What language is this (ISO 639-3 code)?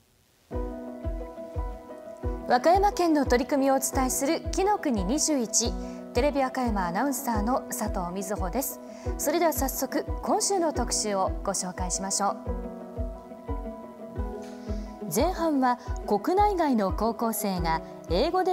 jpn